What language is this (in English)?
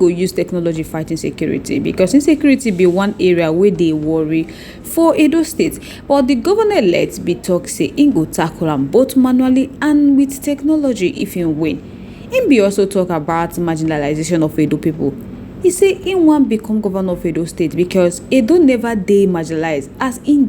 Nigerian Pidgin